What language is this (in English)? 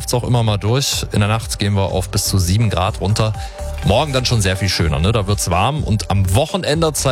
German